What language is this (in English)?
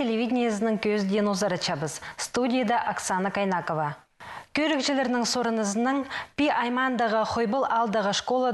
Khakas